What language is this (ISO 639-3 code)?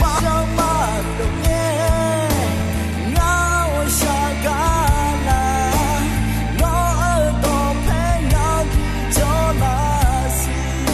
ahk